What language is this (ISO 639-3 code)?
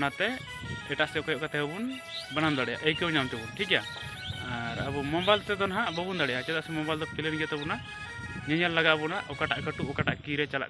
sat